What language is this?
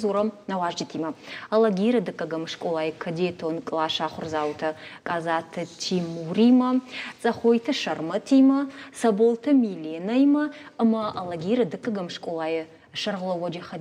Ossetic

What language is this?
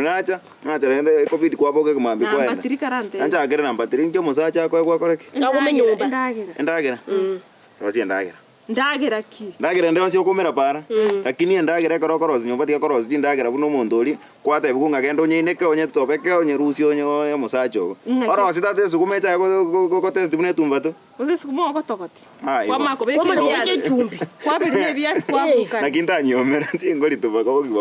Gusii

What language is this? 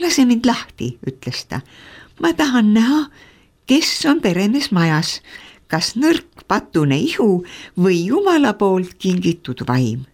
Estonian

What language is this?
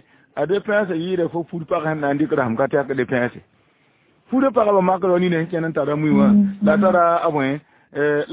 Mossi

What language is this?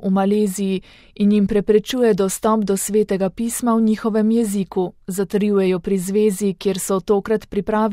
Slovenian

